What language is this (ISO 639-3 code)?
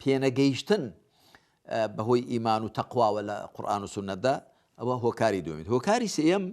ckb